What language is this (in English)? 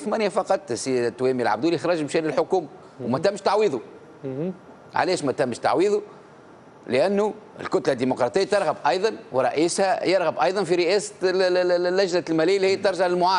Tunisian Arabic